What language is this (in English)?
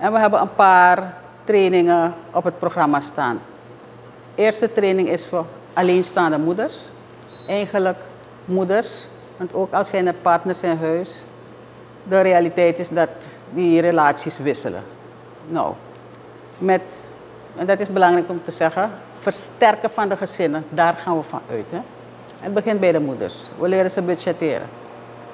Dutch